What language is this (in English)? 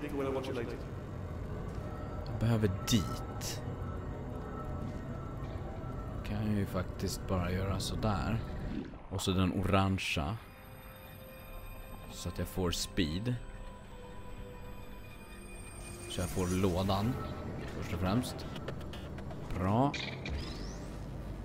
Swedish